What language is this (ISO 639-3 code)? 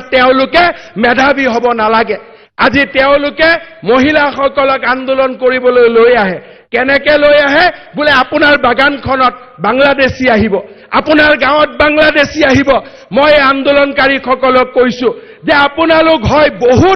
asm